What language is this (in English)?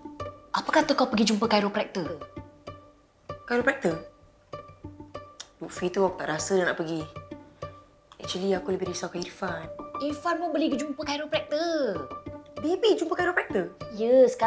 Malay